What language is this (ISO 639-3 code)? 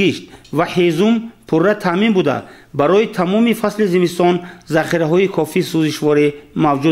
tgk